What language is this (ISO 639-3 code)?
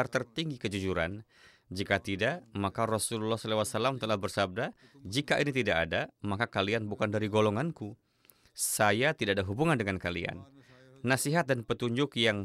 ind